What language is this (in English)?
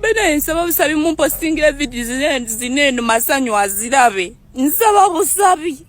Ganda